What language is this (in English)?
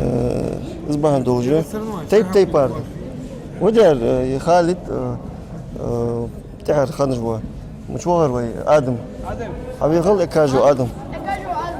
Ingush